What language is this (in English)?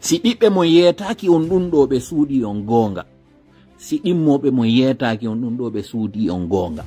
Fula